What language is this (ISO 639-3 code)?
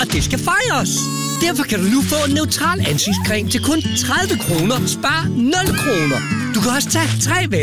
dan